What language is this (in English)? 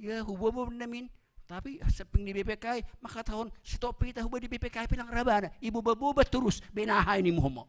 Batak Simalungun